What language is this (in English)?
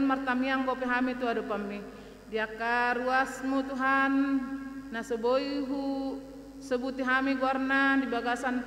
Batak Toba